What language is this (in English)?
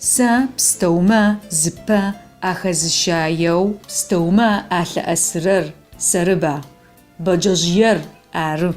Adyghe